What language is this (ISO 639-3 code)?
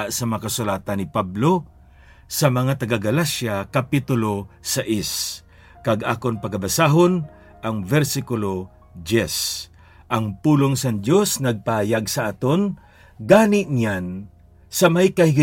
hil